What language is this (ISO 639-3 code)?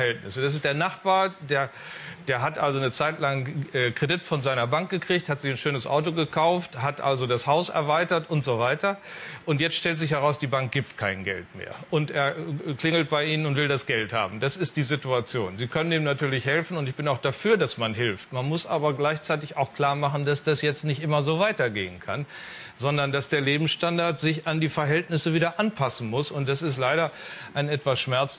deu